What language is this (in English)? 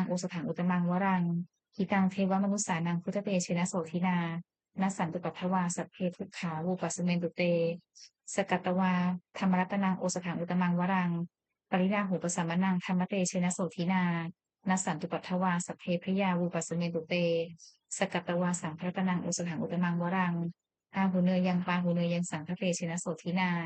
Pali